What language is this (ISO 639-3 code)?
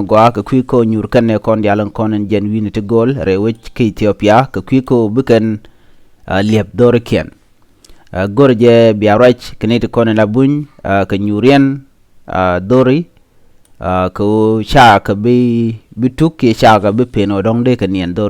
nus